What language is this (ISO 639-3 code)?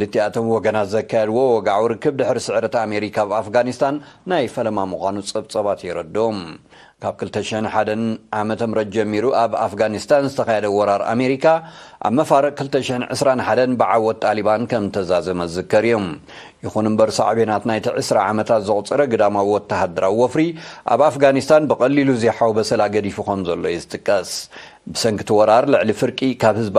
tir